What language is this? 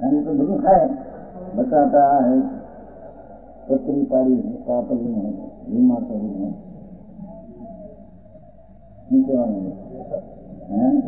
Gujarati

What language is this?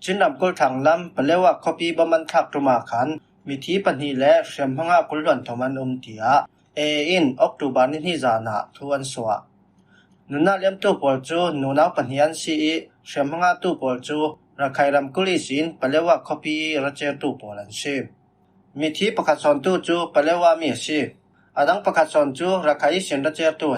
Falam Chin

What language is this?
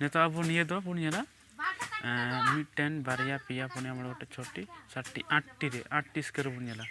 Santali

